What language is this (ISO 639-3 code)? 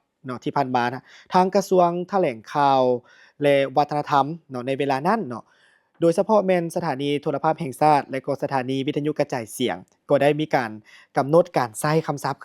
lao